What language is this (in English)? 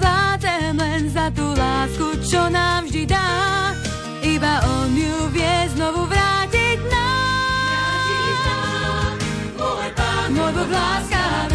Slovak